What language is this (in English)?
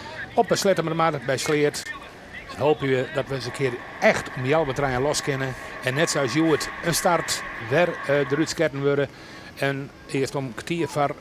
Western Frisian